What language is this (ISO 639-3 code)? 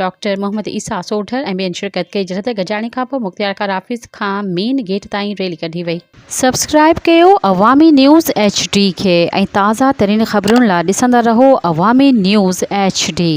snd